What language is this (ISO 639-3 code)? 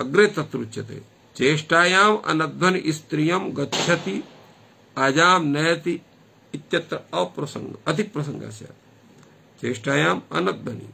san